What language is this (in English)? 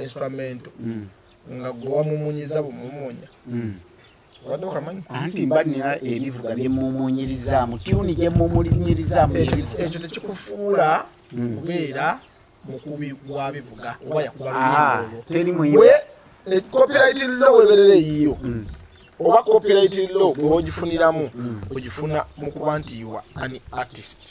Ganda